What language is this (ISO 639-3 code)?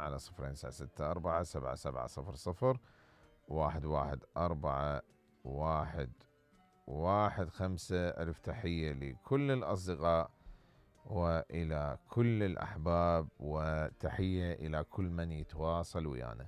acm